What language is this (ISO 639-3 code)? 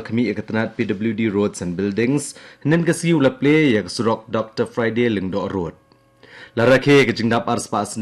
kha